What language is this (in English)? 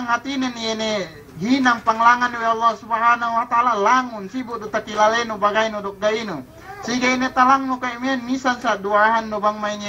Yakan